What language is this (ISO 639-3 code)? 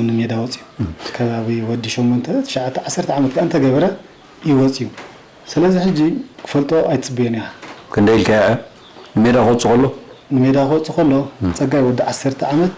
tir